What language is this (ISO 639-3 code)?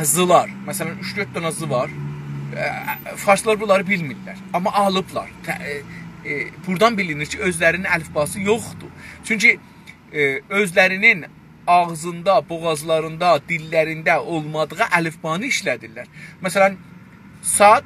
azb